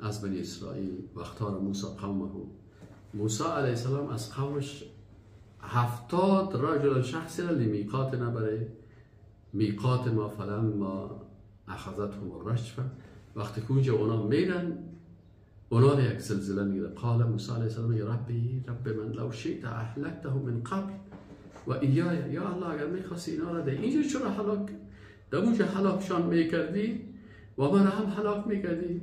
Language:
Persian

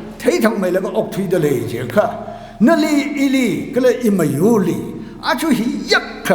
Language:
Tangkhul Naga (India)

